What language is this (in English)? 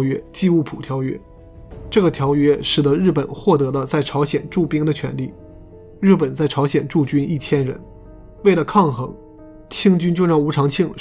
Chinese